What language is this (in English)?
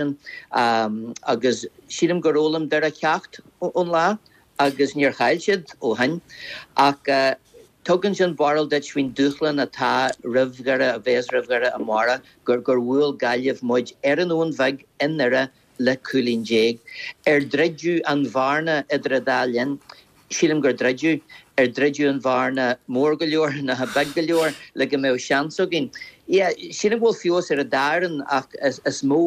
Irish